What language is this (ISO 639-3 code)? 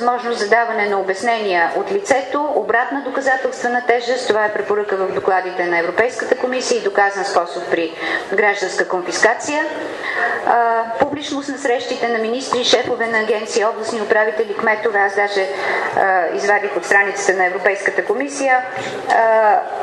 bul